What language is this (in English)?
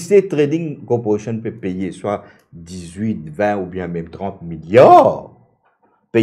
Morisyen